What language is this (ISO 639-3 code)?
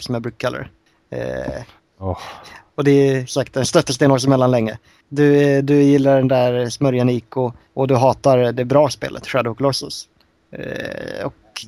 swe